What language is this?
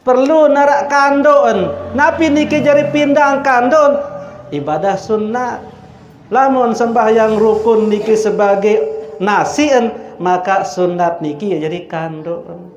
Sasak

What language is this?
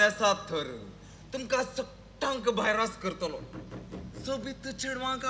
Konkani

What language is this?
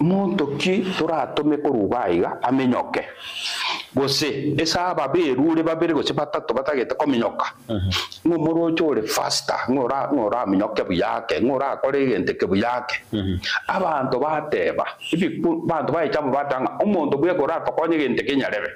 Gusii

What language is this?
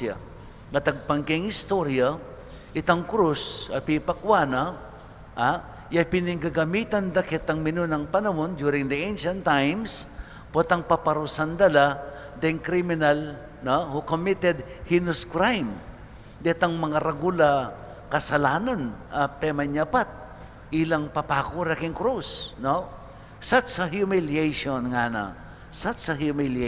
Pampanga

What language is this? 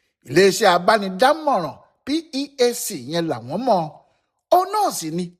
Yoruba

